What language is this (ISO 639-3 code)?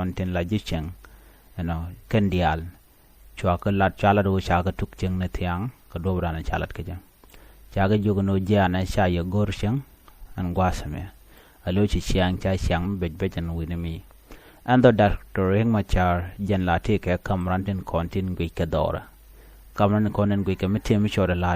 nus